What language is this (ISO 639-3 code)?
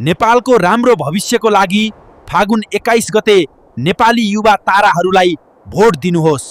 nep